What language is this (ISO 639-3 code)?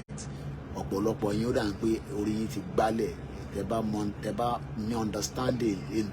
yor